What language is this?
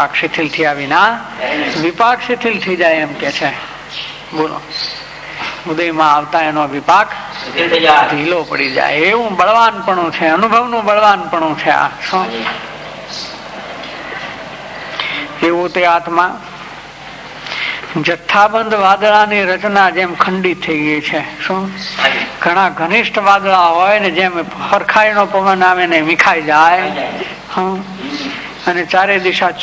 Gujarati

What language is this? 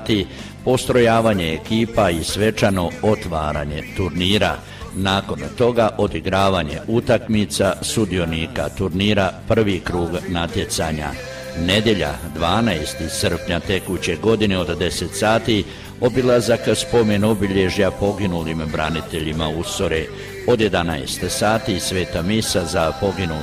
Croatian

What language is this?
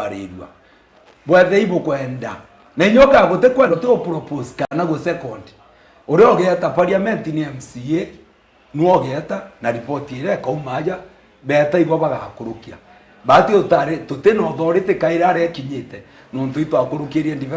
Meru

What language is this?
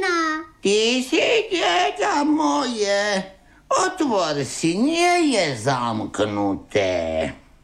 Slovak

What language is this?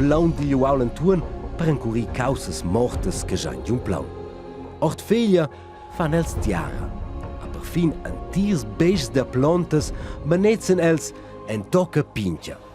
Romansh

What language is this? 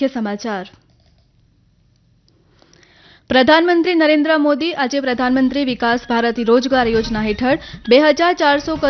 Gujarati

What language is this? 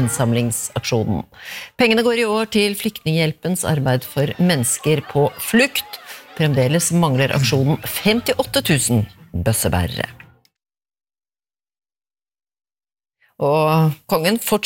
Norwegian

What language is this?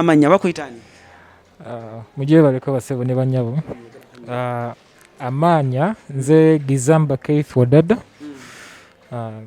Ganda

